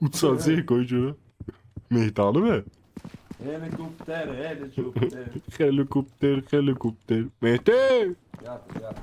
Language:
South Azerbaijani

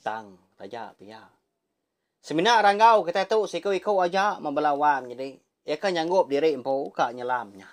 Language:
Iban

